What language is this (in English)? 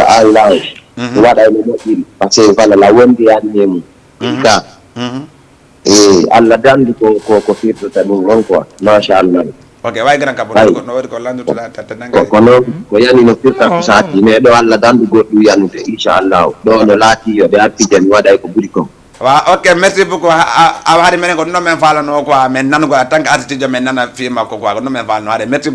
Fula